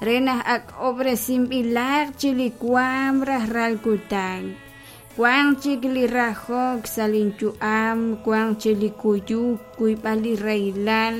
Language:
Kekchí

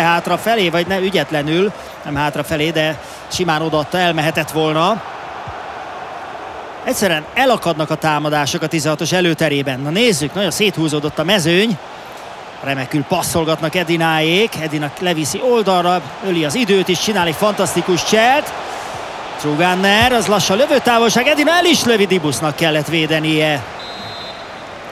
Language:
Hungarian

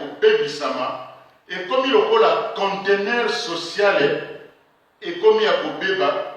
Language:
Lingala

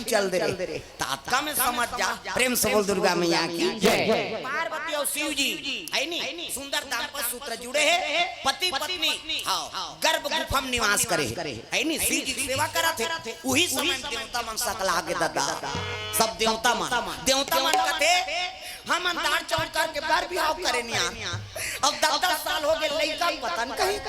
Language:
Chhattisgarhi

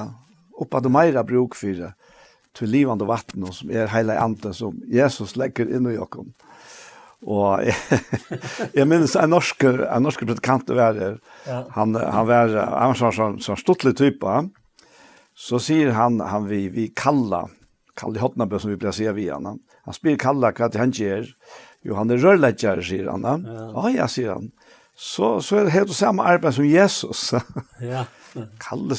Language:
Faroese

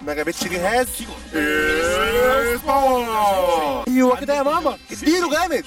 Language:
Egyptian Arabic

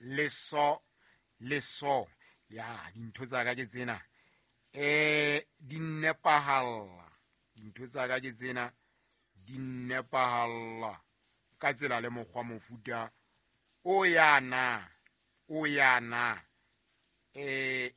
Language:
Southern Sotho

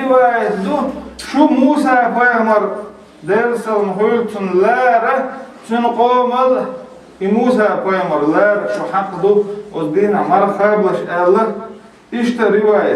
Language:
Chechen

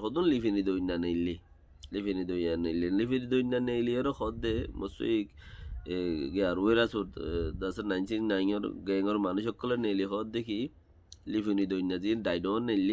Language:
Rohingya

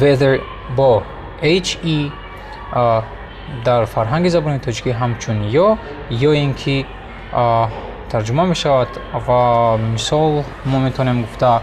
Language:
Tajik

